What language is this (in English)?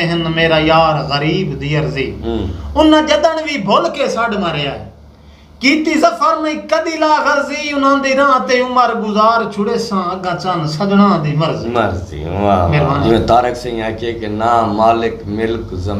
Saraiki